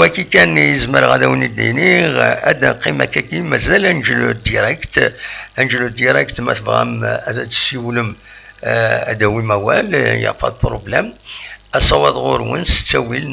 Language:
Kabyle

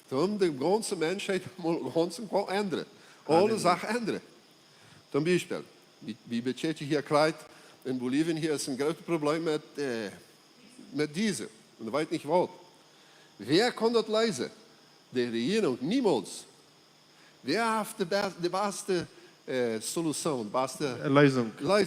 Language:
Plautdietsch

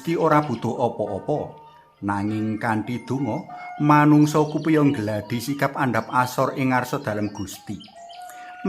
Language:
Javanese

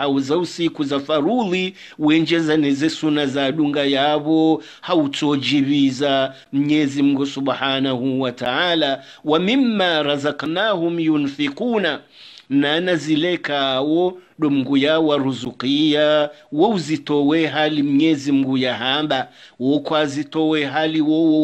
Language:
Swahili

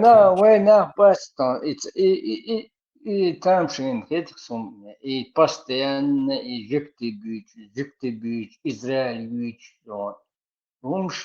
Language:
Chechen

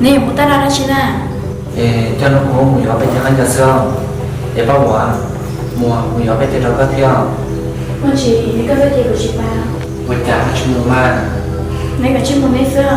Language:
Hmong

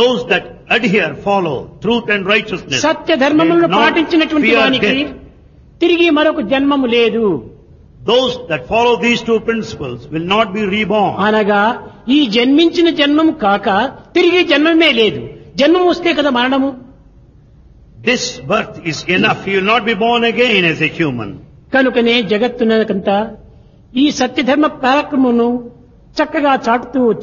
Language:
Telugu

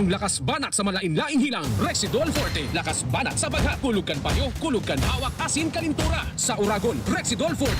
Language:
Bikol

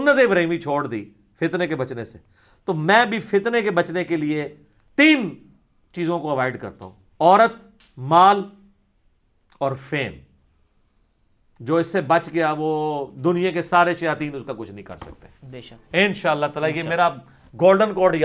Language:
Urdu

